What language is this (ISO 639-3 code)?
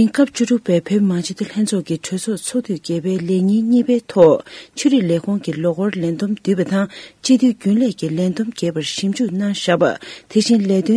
bod